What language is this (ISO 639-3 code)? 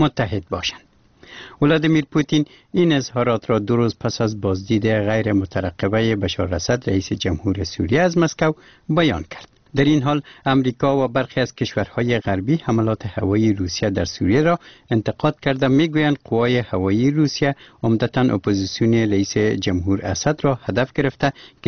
fas